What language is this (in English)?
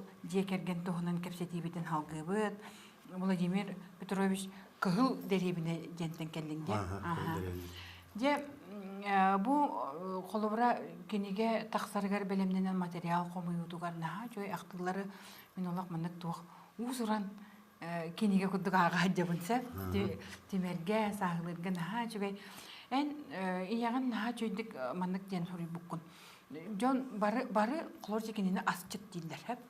Yakut